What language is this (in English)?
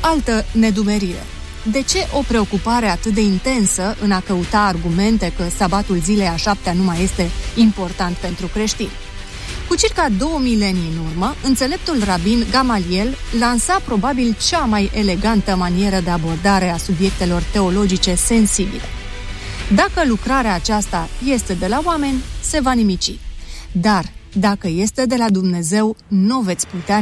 Romanian